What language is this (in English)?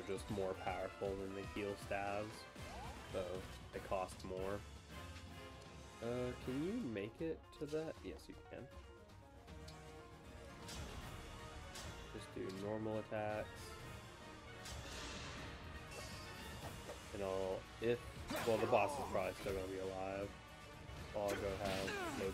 English